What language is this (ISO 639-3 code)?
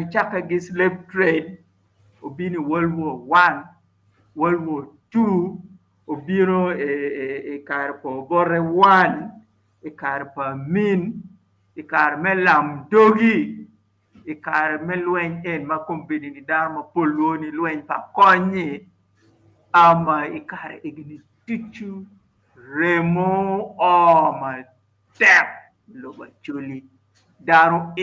ach